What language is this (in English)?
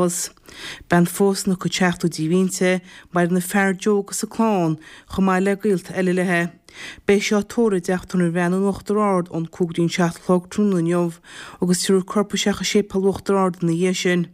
Irish